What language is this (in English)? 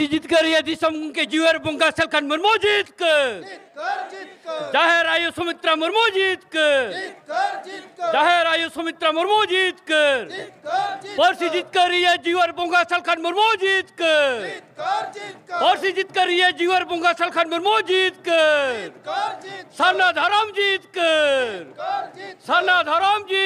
Santali